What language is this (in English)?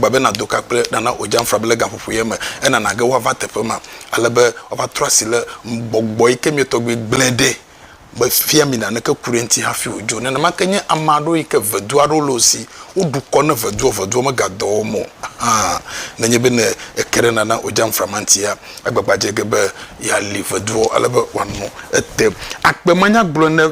Ewe